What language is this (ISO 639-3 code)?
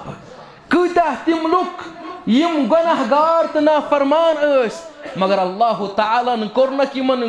kas